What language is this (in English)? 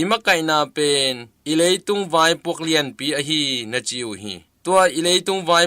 Tedim Chin